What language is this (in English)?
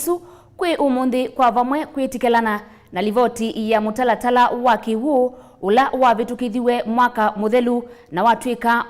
Kamba